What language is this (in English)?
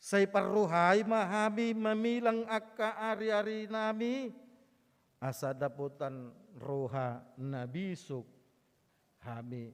Batak Toba